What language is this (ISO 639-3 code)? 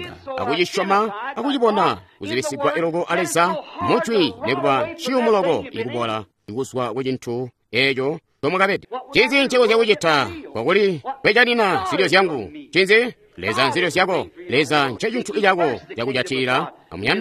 toi